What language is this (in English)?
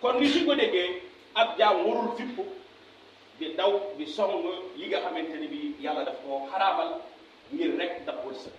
Wolof